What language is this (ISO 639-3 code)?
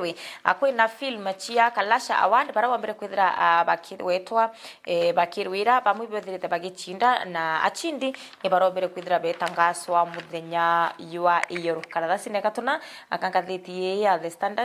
mer